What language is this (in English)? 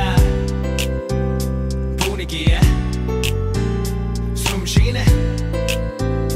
Korean